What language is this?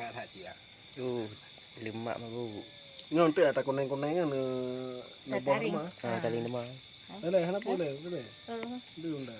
Achinese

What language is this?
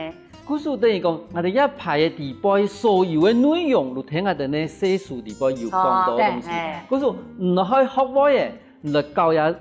Hakka Chinese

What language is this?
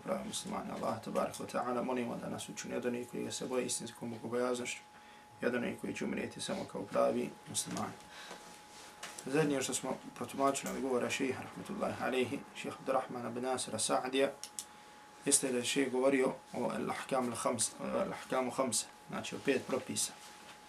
Bosnian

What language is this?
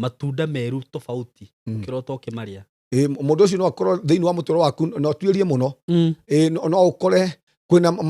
Kikuyu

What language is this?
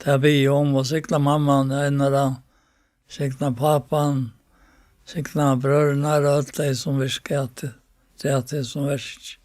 Faroese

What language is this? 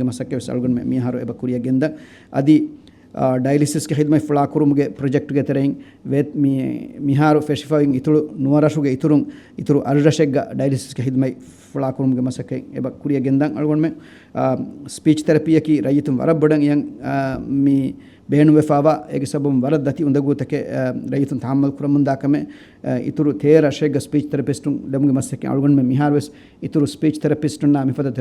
Divehi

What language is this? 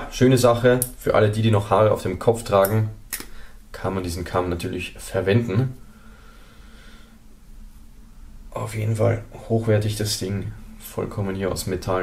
German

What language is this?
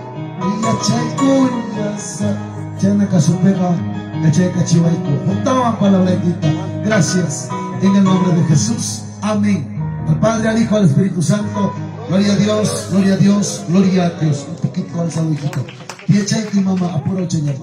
Ayacucho Quechua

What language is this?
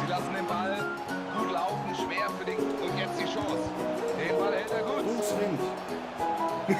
Swiss German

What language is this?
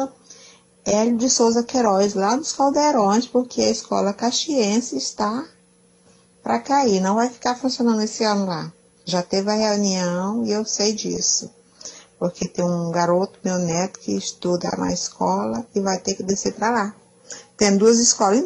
Portuguese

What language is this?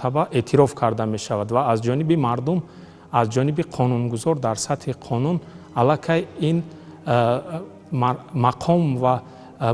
Tajik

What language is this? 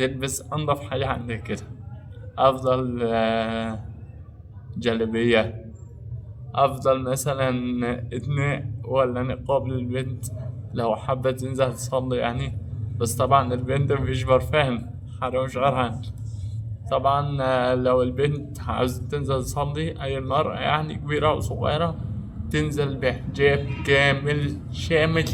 Egyptian Arabic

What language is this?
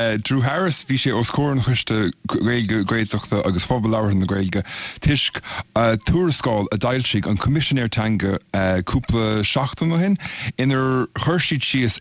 Irish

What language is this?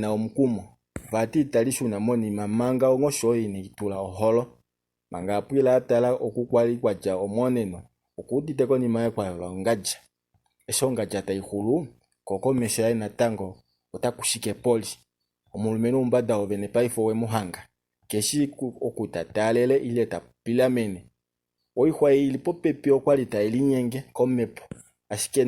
Kuanyama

